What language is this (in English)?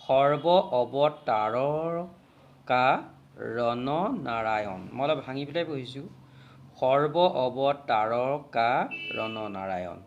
Assamese